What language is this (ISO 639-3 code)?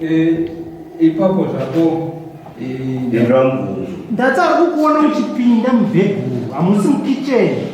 sna